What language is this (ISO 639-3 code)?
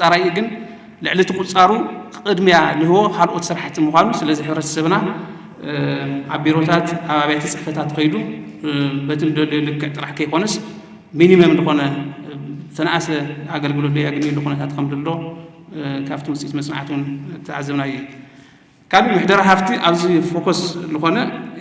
tir